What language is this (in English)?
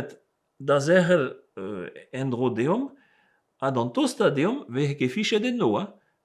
Breton